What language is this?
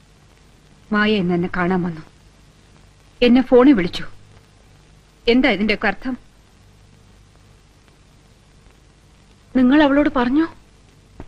Malayalam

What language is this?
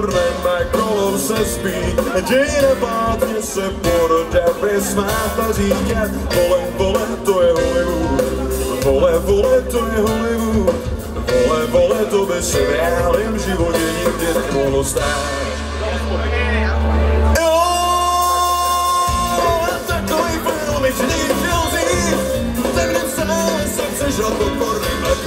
Czech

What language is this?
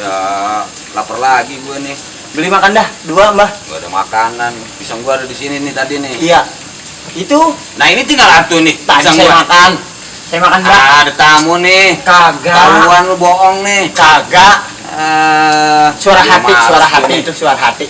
Betawi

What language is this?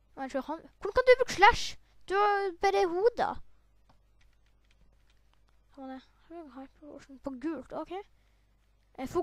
Norwegian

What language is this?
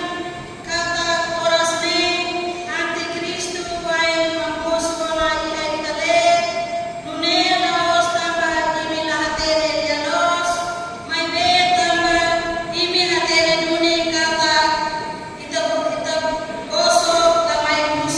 Tetum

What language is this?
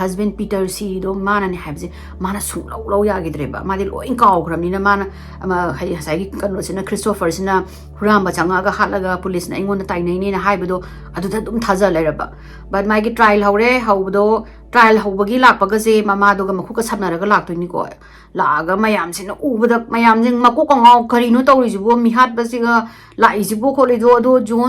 Manipuri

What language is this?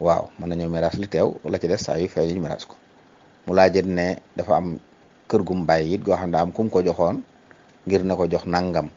Wolof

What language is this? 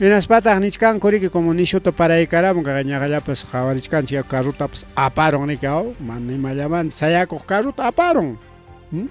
Ayacucho Quechua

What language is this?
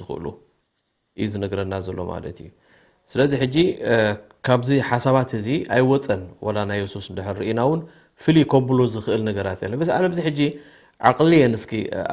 Tigrinya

